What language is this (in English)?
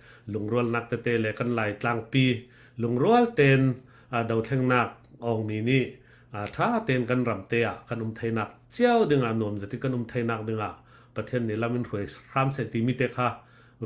Falam Chin